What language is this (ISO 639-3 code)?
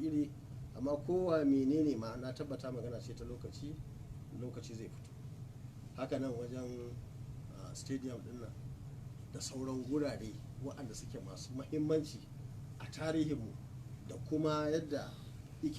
hau